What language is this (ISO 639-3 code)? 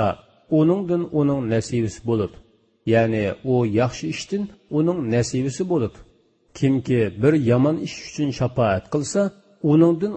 uig